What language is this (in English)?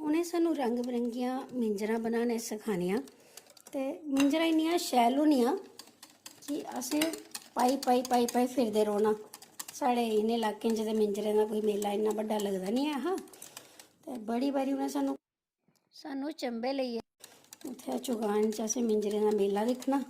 Dogri